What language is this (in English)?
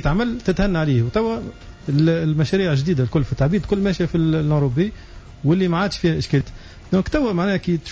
Tunisian Arabic